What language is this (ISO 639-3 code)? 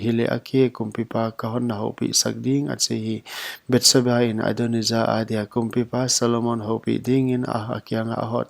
pck